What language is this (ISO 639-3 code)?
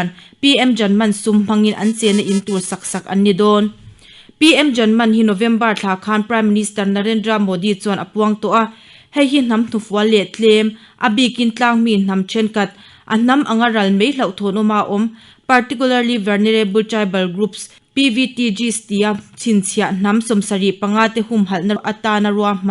lus